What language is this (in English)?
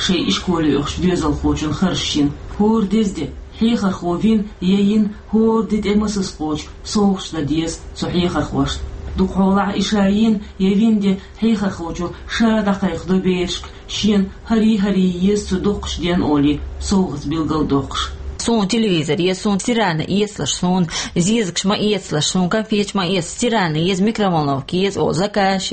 Chechen